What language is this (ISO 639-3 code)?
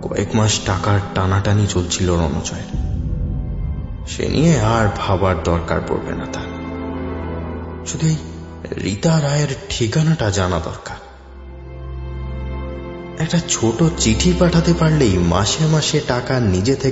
ben